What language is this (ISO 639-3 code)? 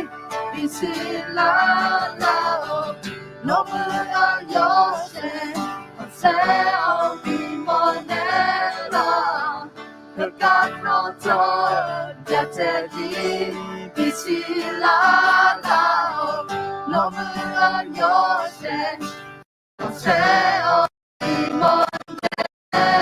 ahk